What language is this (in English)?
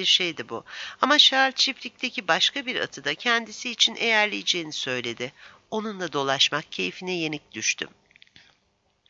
Turkish